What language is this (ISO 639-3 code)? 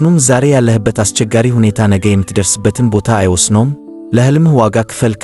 amh